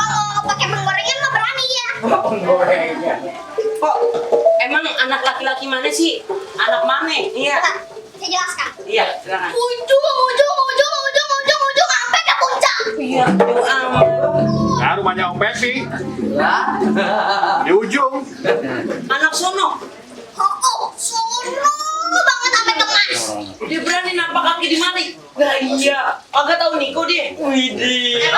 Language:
Betawi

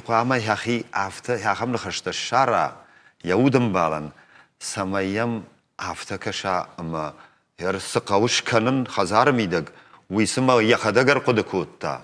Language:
Ossetic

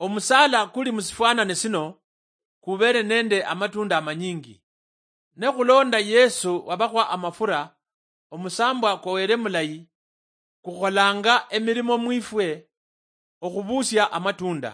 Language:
Luyia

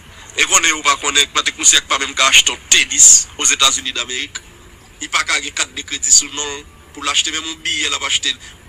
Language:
Haitian Creole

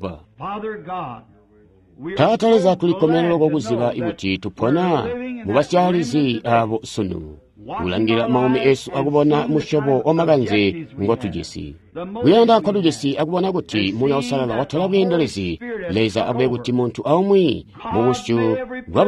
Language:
Tonga (Zambia)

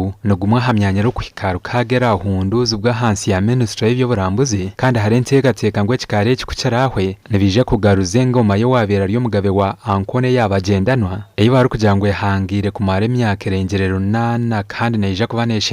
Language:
Nyankole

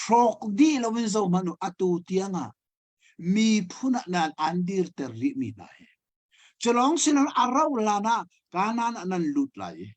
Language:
Hakha Chin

